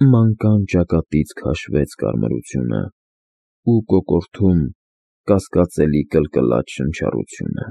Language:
Armenian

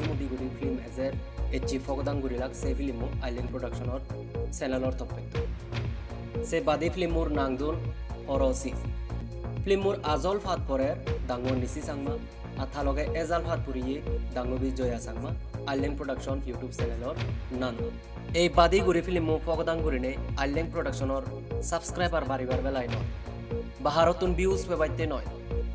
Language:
Chakma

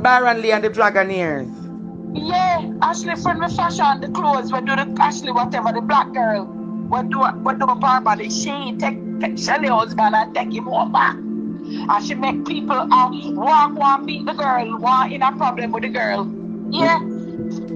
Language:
Jamaican Creole English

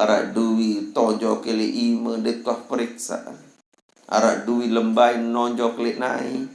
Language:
Sasak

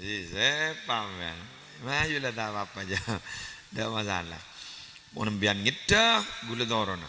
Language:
Madurese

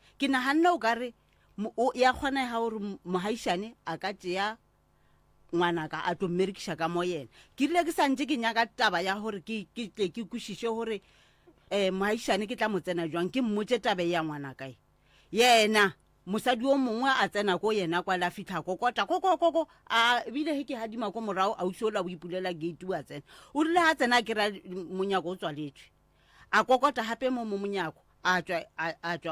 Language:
Northern Sotho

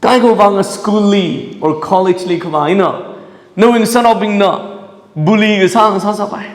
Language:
Tangkhul Naga (India)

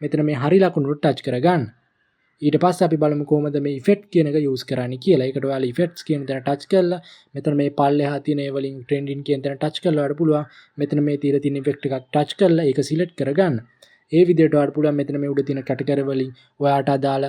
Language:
Sinhala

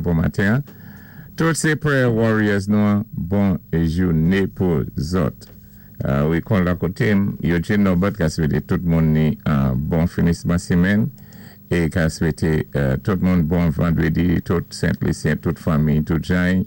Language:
Saint Lucian Creole French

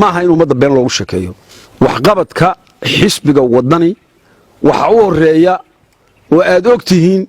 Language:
Somali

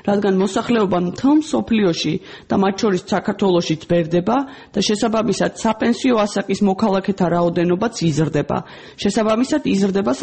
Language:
Georgian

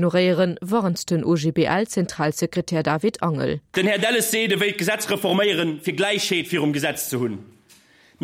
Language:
Luxembourgish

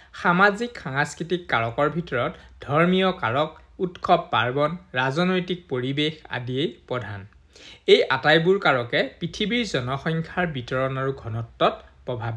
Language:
Assamese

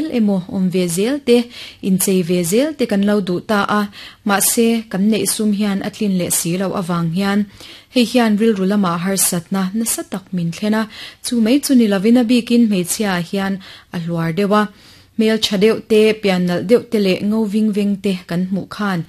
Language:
Mizo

